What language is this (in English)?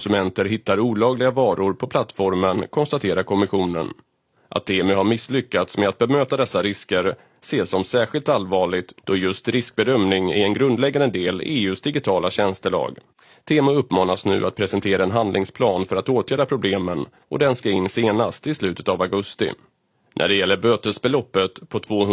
Swedish